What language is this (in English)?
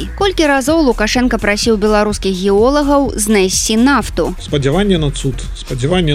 Belarusian